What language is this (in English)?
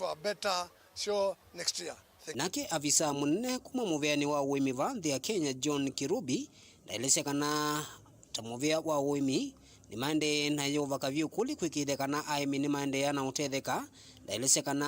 Kamba